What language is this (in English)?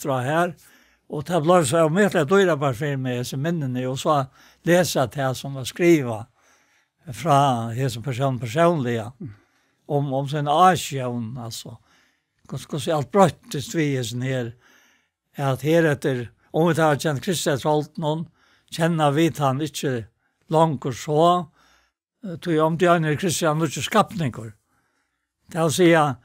Faroese